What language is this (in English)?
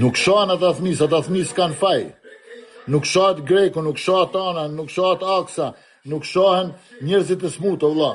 Albanian